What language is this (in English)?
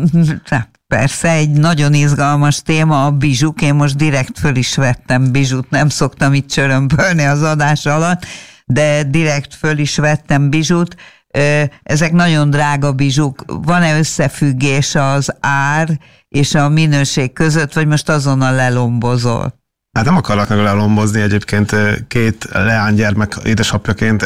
Hungarian